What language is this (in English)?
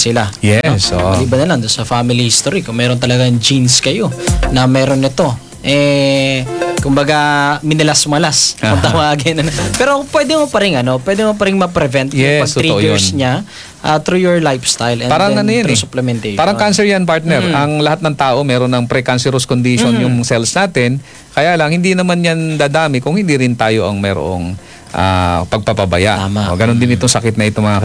Filipino